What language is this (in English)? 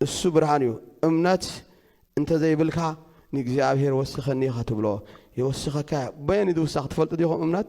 Tigrinya